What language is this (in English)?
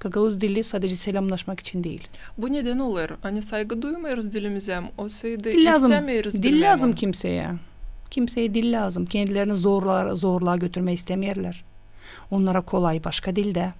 Gagauz